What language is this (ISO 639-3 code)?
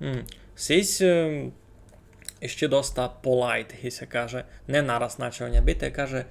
rue